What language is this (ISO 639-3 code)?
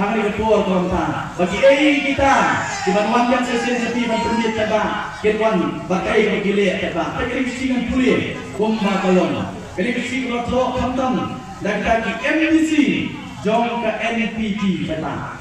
kha